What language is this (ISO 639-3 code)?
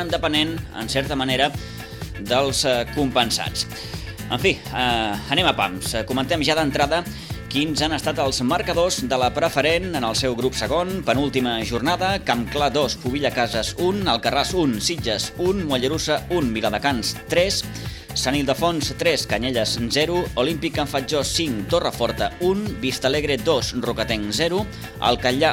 cat